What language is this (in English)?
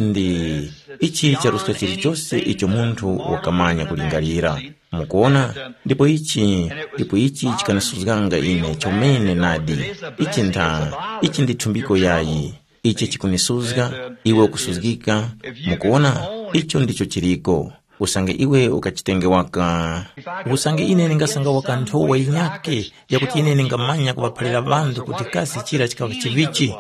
Tumbuka